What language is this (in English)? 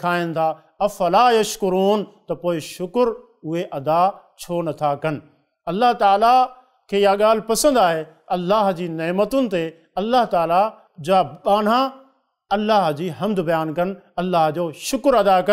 Sindhi